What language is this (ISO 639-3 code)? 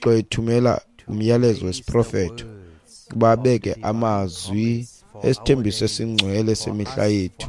xho